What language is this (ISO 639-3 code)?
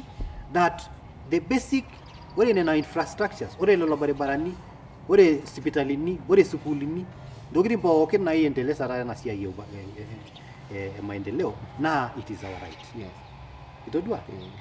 mas